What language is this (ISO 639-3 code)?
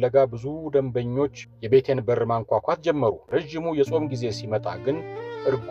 amh